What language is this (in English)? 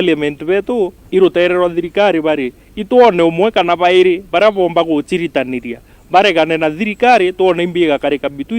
Meru